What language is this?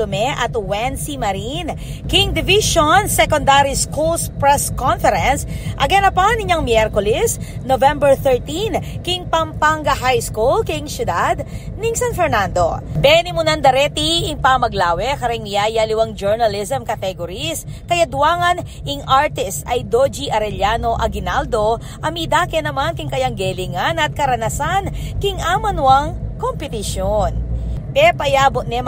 Pampanga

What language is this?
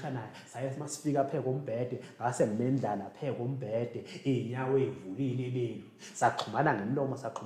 Zulu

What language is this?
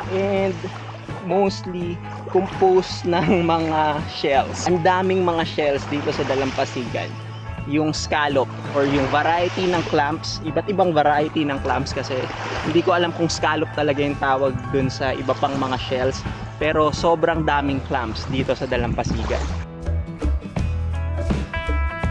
Filipino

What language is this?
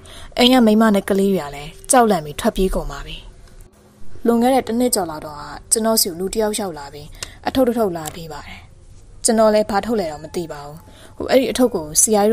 Burmese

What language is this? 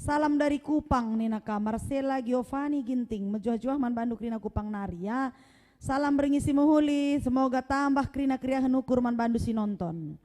Batak Karo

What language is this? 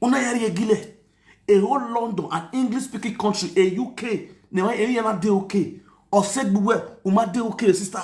Nigerian Pidgin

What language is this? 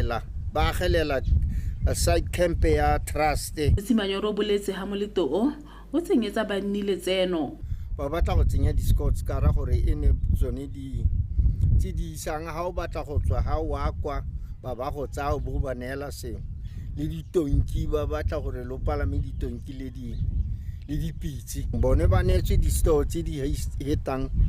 Tswana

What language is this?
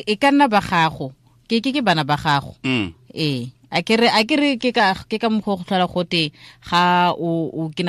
Tswana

